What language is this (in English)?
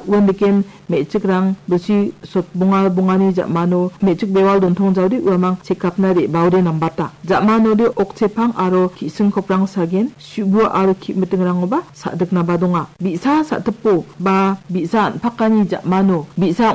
Garo